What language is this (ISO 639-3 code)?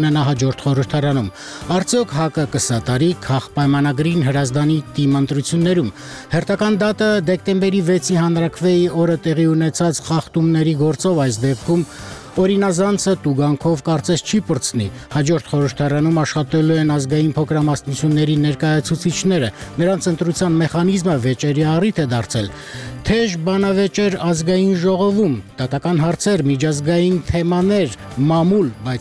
hye